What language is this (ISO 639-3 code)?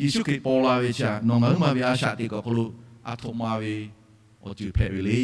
lhu